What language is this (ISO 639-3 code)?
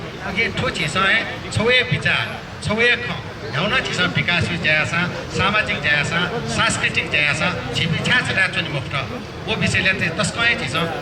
new